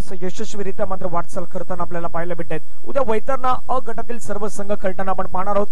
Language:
Marathi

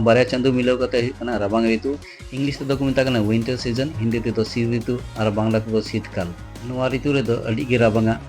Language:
Santali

